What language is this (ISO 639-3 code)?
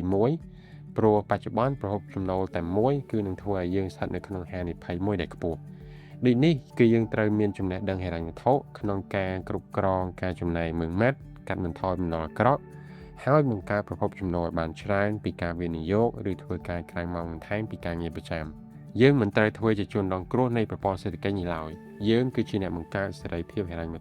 khm